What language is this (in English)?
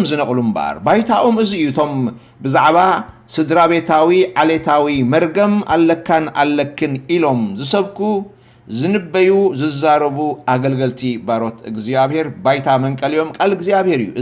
Tigrinya